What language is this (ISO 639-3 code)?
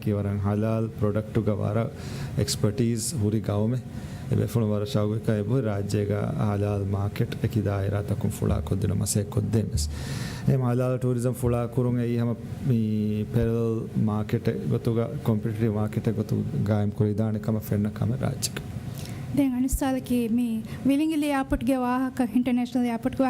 div